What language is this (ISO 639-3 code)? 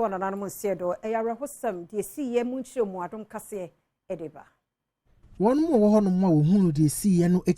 aka